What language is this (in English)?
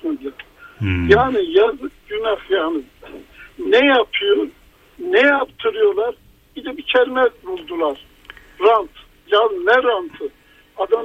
Turkish